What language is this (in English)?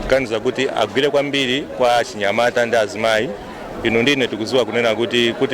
Nyanja